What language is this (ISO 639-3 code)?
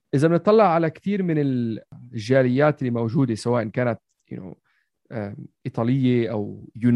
apc